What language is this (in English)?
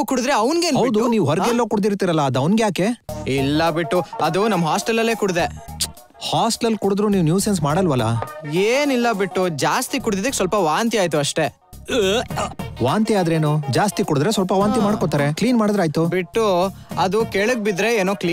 Kannada